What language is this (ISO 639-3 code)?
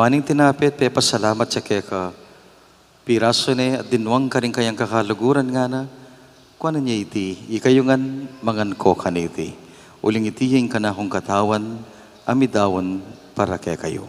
pam